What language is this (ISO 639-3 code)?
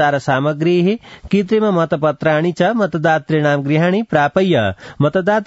san